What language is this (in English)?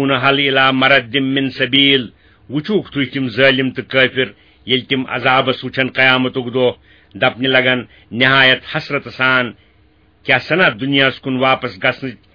Kashmiri